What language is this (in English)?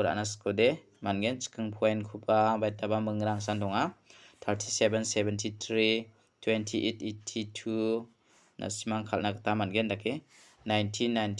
Garo